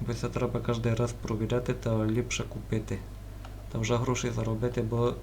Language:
Rusyn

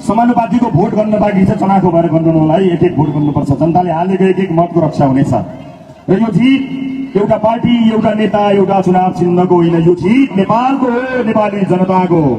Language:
Nepali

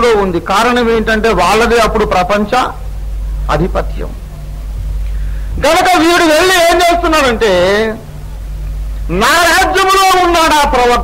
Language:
Telugu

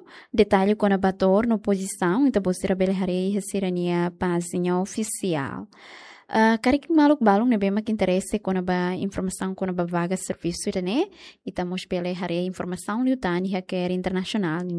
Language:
Tetum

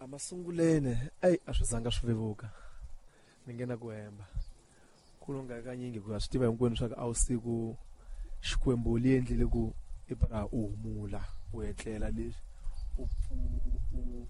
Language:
Tsonga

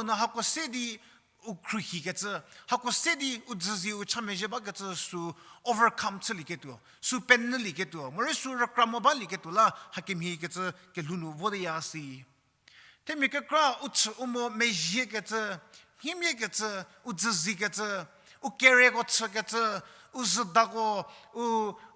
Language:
Angami Naga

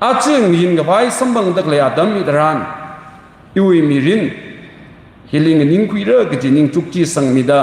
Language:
Tangkhul Naga (India)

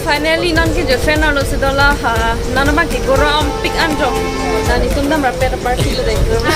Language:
Karbi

